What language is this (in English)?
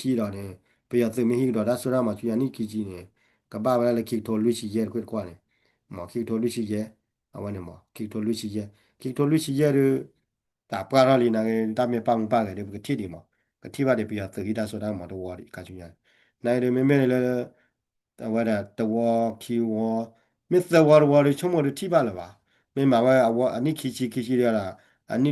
S'gaw Karen